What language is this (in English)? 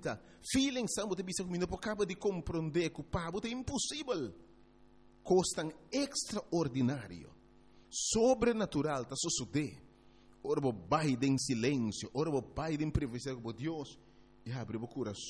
Papiamento